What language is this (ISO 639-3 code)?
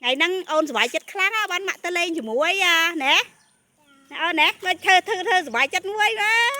khm